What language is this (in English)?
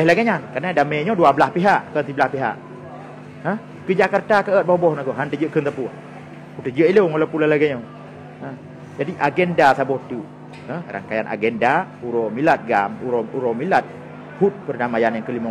Achinese